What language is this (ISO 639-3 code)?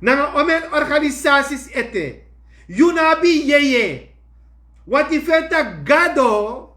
srn